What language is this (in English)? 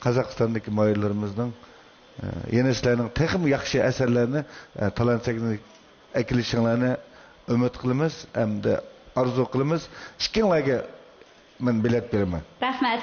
Uyghur